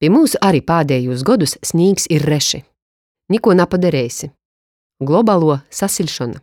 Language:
Latgalian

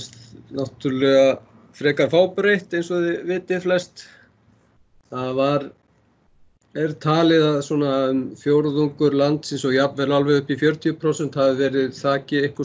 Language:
Icelandic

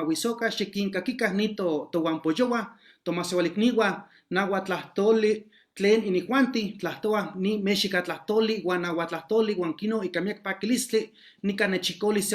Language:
Eastern Huasteca Nahuatl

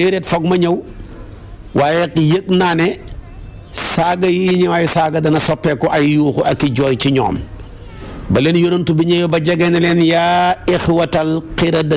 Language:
Wolof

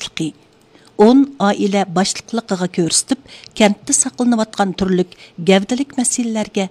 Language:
Uyghur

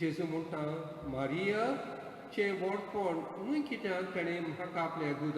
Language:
Konkani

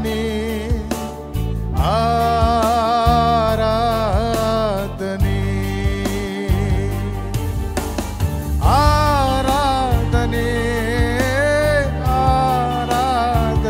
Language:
Kannada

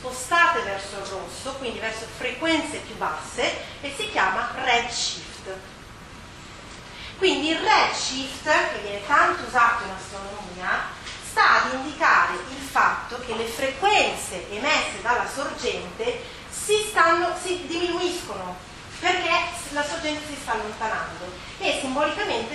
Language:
Italian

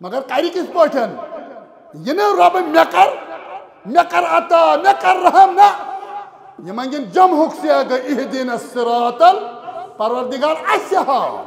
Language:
Kashmiri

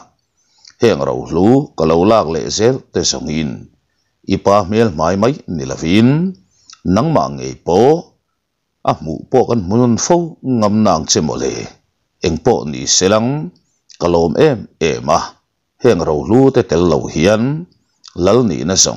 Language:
Mizo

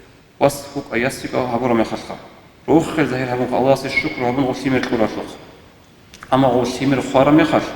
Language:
Avaric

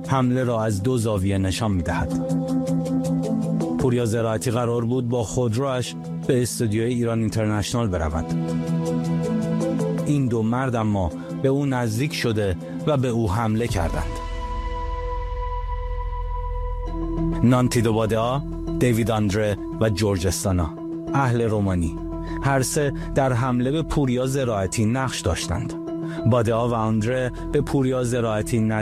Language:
Persian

